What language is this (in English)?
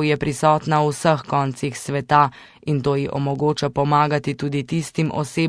Slovenian